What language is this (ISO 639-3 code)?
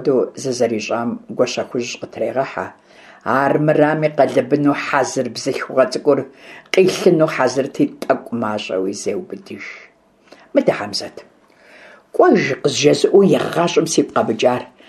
kbd